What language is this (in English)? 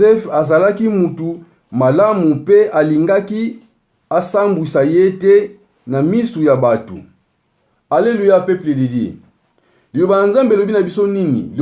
Lingala